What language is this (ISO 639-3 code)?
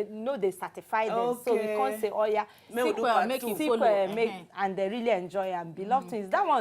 pcm